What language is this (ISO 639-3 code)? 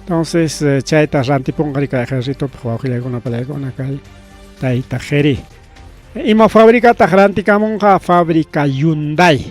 quy